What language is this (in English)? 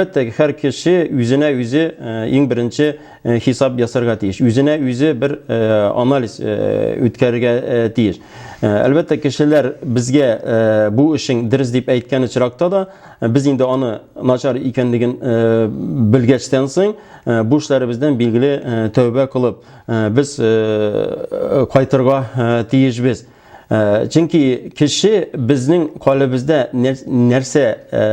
Tatar